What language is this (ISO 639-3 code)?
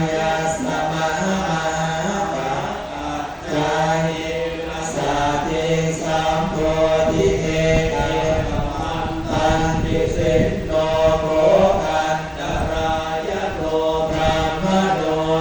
pli